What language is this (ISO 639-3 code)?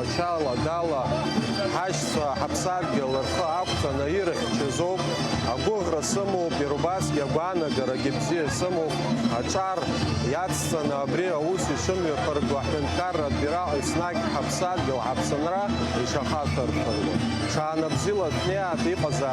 abk